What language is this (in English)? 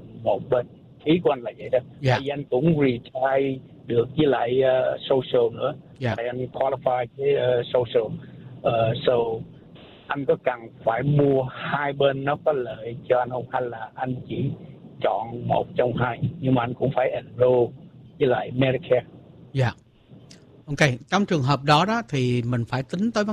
Vietnamese